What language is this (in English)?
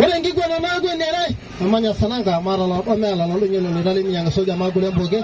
Masai